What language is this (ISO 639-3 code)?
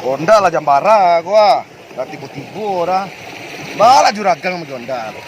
min